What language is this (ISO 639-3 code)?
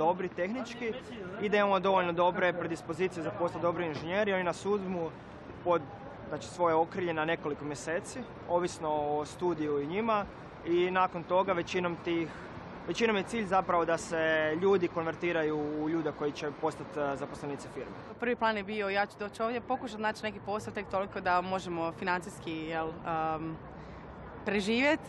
hrv